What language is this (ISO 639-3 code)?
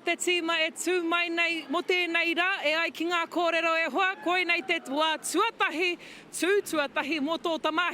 mri